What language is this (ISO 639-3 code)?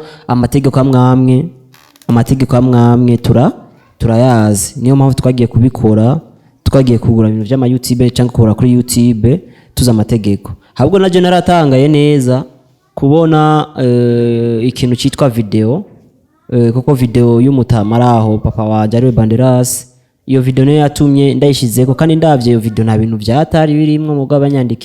run